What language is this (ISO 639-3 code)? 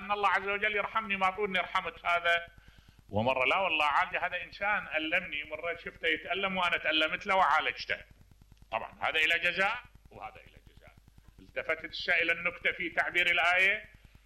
acm